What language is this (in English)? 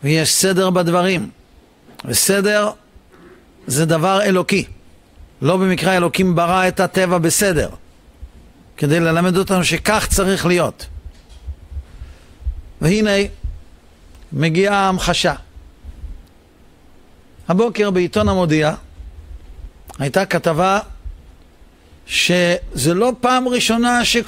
Hebrew